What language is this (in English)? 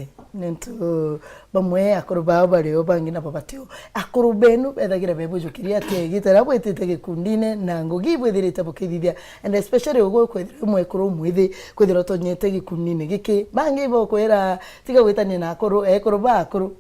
Meru